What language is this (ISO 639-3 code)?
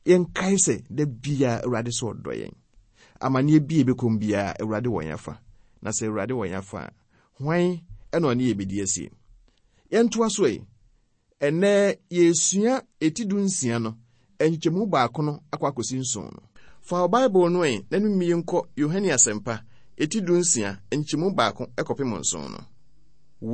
aka